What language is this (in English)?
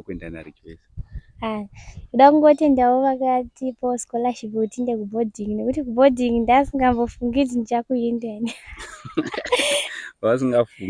Shona